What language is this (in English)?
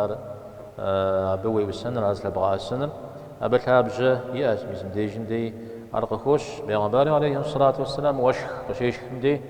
Kabardian